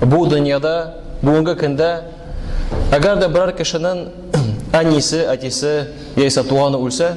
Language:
Tatar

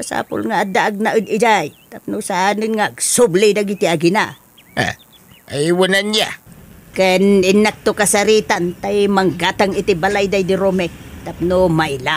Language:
Iloko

